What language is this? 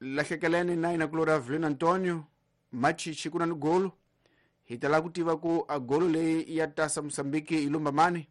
Tsonga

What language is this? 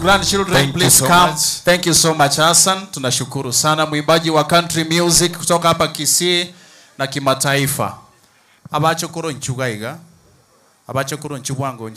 Gusii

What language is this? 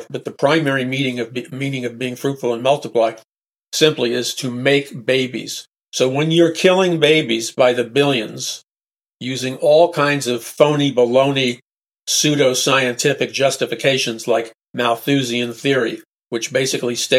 English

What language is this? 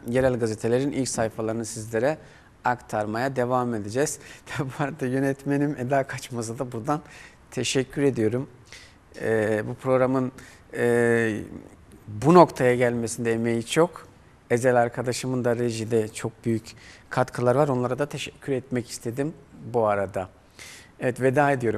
Turkish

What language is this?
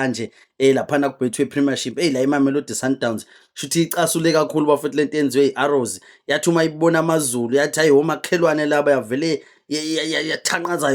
Zulu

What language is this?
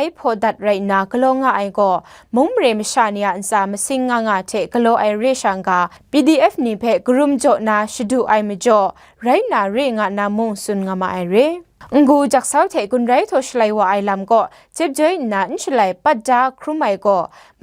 Kachin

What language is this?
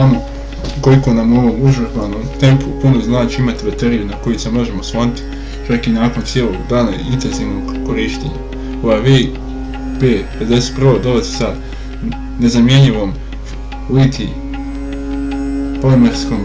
Bosnian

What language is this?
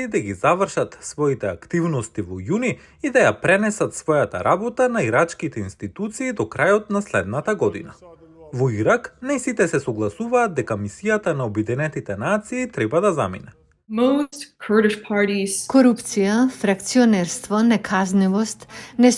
Macedonian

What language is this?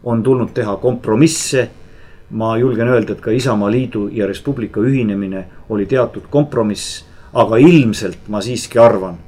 Estonian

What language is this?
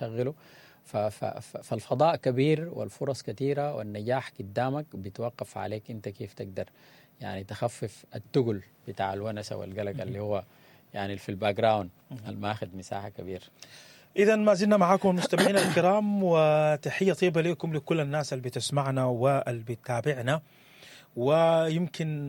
Sudanese Arabic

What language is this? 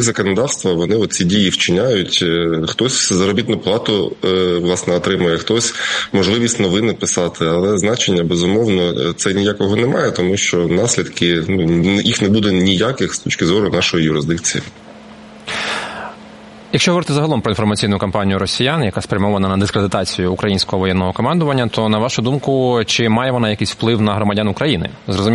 Ukrainian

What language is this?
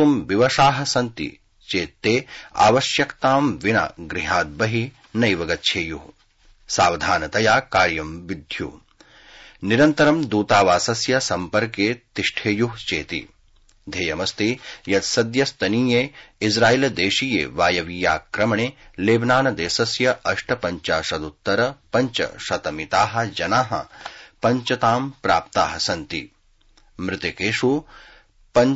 Sanskrit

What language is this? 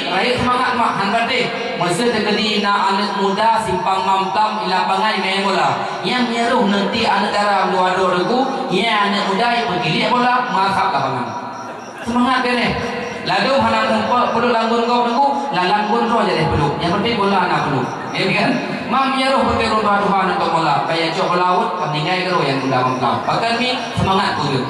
Achinese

